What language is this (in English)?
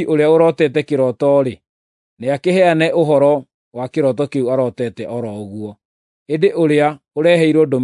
Kikuyu